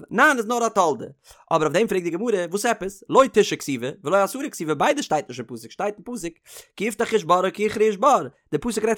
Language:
Yiddish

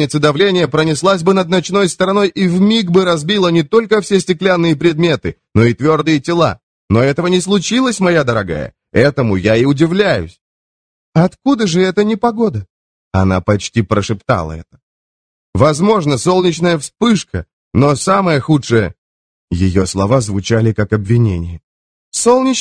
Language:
Russian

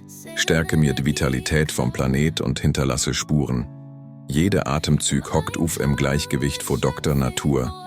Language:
Swiss German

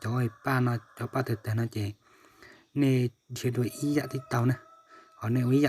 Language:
Hmong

